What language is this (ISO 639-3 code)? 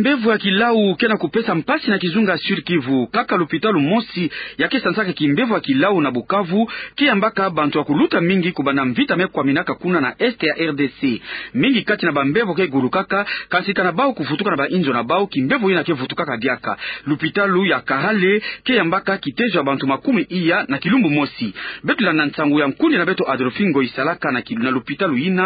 ktu